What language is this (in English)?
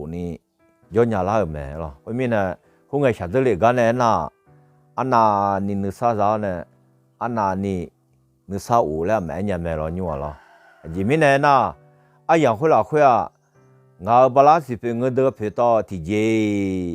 Akha